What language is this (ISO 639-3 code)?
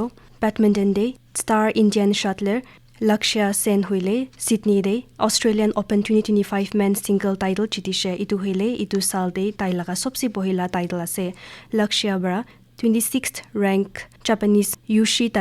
nag